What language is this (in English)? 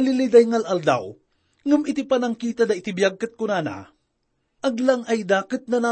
Iloko